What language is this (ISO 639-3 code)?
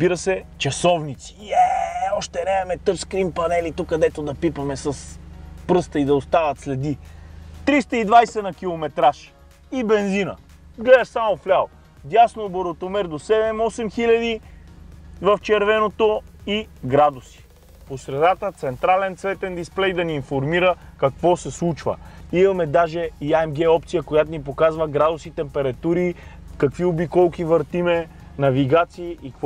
bul